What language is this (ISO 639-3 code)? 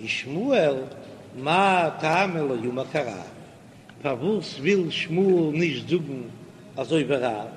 yid